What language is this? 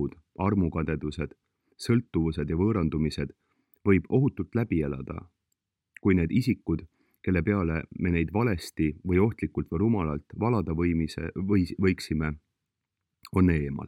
Estonian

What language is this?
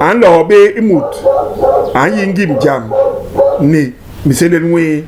Basaa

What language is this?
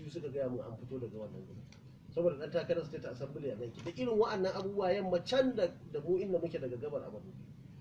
Hausa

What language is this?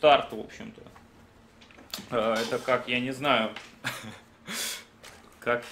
Russian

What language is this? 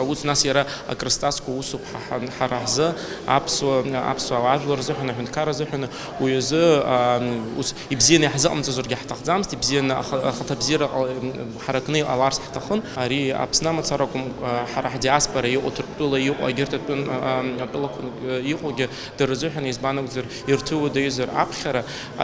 Abkhazian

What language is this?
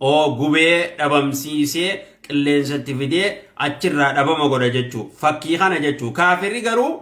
Oromo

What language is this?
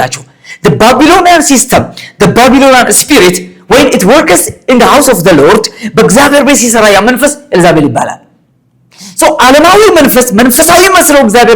Amharic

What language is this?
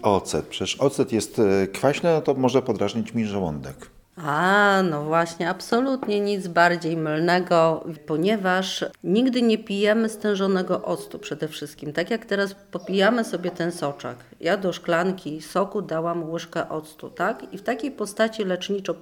Polish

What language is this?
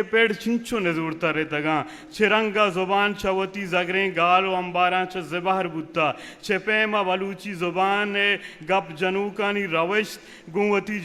Eastern Balochi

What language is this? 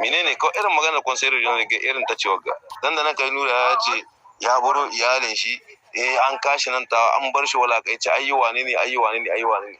Hausa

